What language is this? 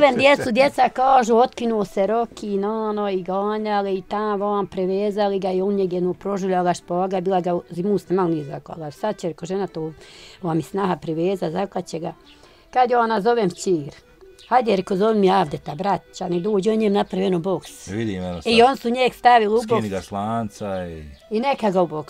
Bosnian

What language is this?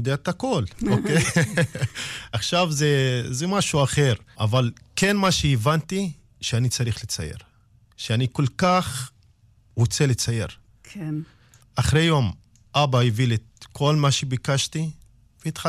Hebrew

